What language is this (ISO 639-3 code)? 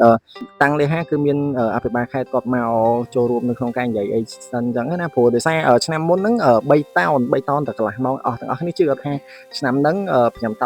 khm